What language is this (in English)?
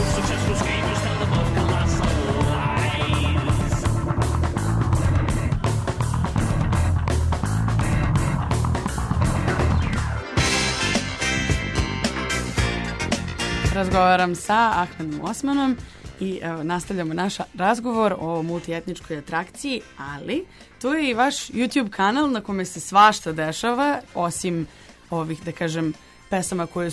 Serbian